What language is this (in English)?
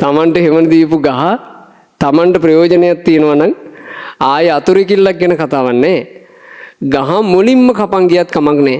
Sinhala